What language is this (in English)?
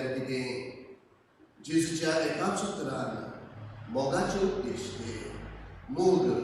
Konkani